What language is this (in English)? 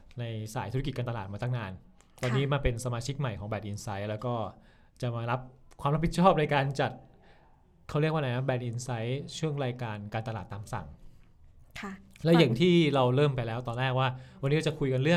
Thai